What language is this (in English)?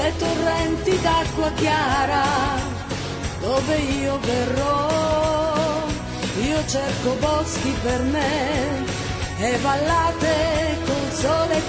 Italian